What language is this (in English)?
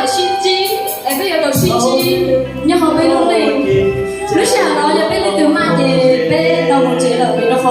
Hmong